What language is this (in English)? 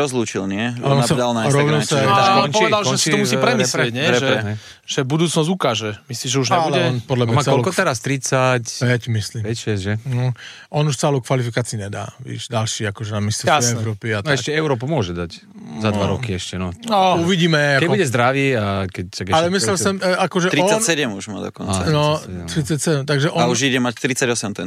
Slovak